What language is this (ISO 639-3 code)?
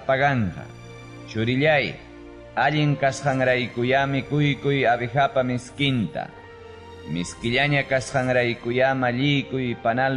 quy